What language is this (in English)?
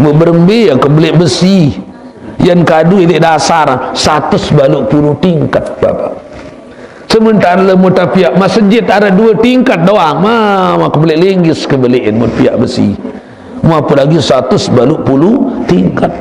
Sasak